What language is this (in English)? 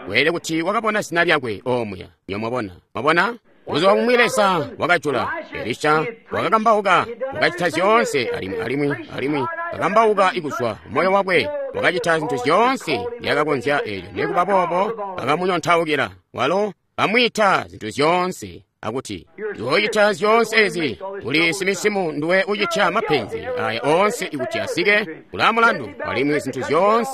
Tonga (Zambia)